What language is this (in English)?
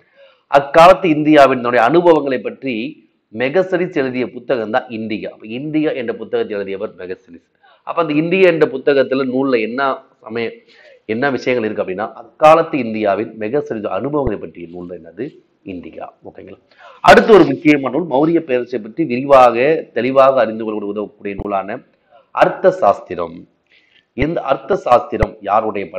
Tamil